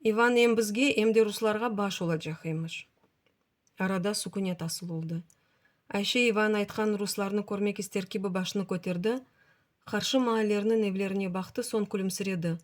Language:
Crimean Tatar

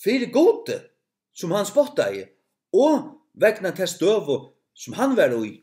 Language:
Faroese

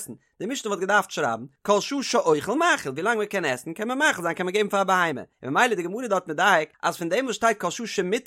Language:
Yiddish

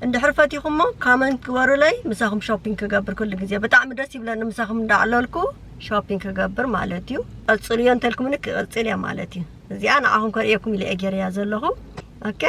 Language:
Tigrinya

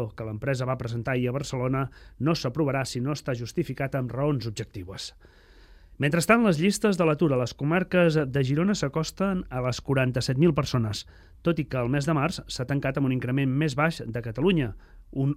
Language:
Catalan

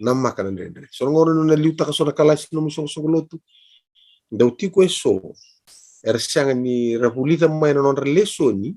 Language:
Fijian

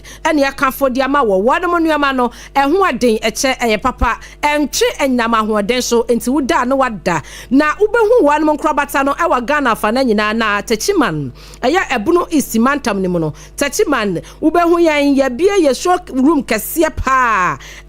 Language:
Akan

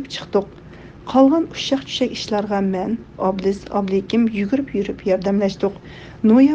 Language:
Uyghur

